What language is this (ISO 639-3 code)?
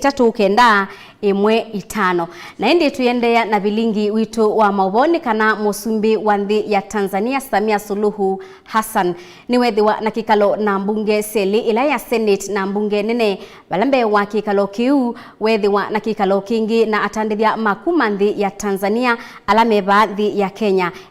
kam